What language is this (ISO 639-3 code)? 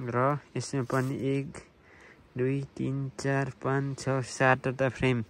nep